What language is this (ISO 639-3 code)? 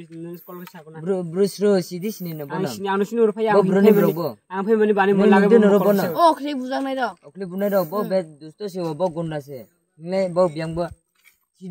trp